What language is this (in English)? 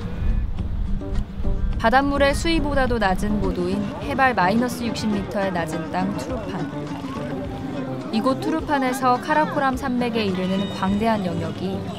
Korean